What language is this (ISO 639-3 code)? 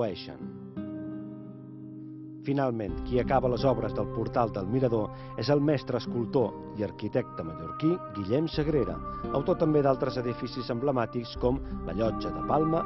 cat